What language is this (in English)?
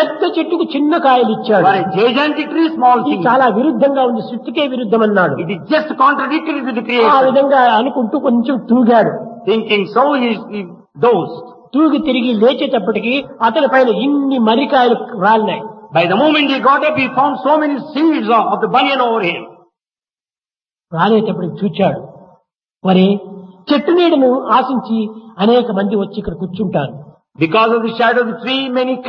Telugu